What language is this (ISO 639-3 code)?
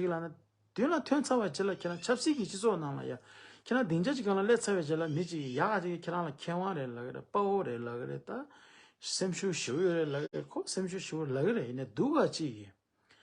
bod